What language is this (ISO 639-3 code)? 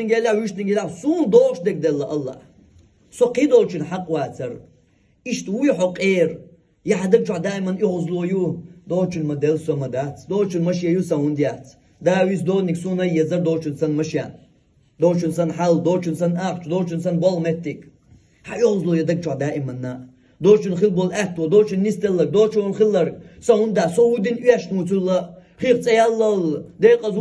che